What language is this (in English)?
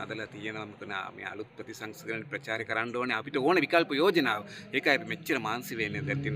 Sinhala